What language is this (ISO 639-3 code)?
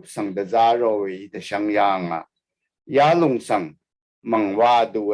raw